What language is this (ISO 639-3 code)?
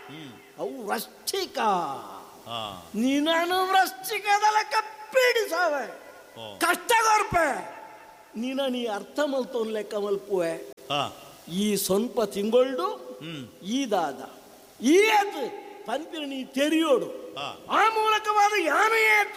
tcy